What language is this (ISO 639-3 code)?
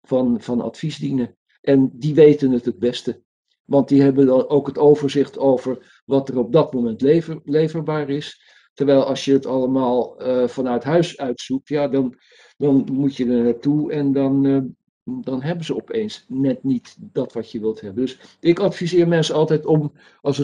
nld